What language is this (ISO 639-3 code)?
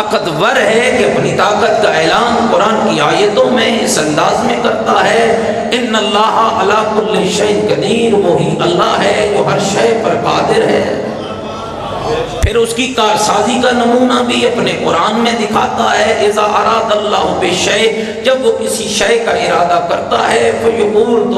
urd